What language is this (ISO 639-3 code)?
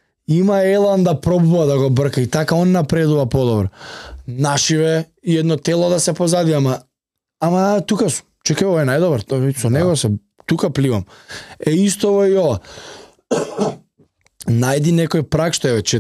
mkd